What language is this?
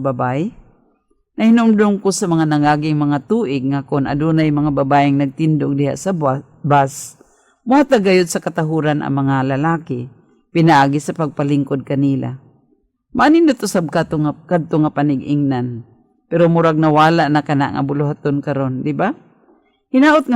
Cebuano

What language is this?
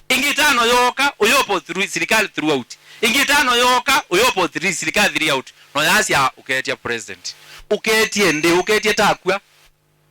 Kamba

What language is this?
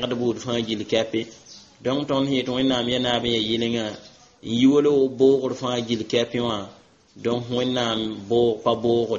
Mossi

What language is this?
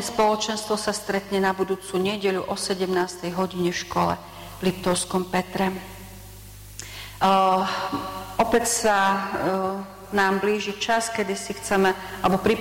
Slovak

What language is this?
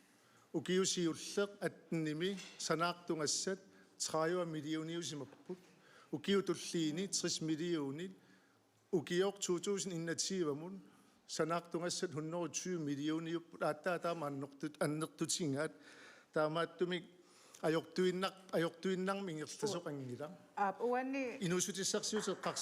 Kalaallisut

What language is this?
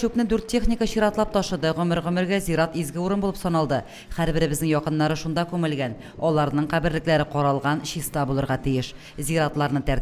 Tatar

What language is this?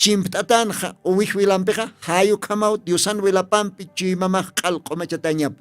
Aymara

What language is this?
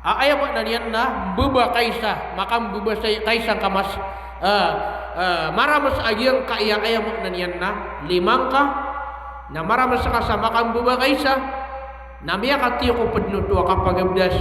Maranao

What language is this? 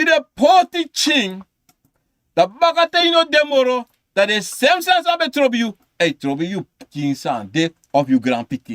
Sranan Tongo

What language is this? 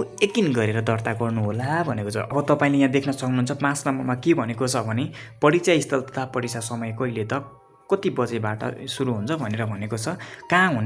Nepali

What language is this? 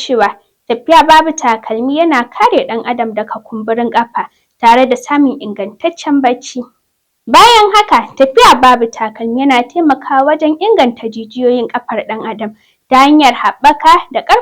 Hausa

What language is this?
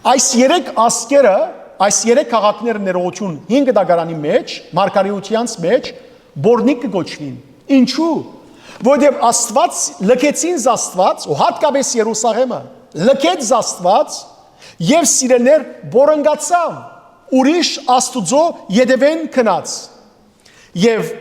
Western Armenian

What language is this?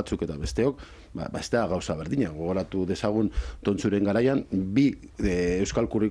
Basque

